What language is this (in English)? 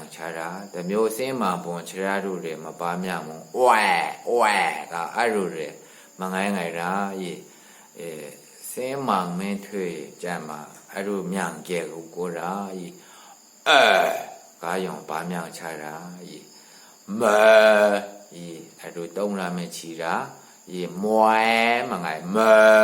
Maru